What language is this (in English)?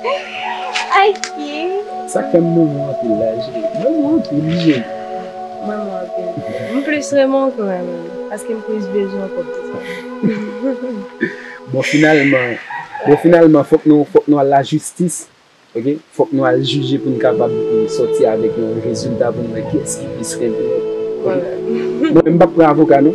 Haitian Creole